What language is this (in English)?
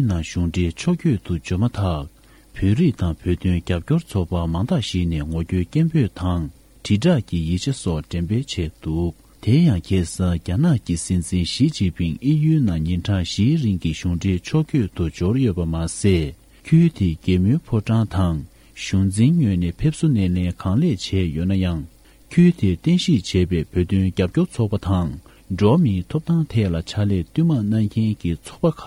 Tibetan